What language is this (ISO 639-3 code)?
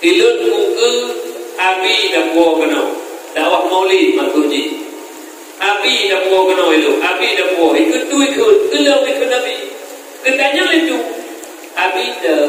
ace